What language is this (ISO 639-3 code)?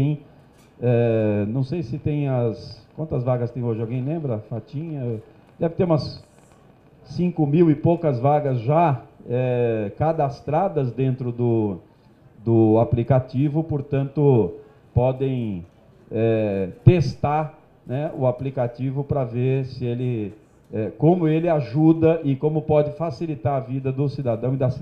por